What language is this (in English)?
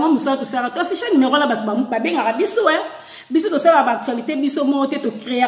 Lingala